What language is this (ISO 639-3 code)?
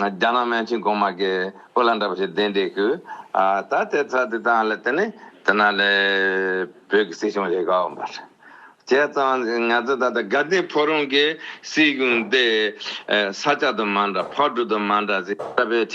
bod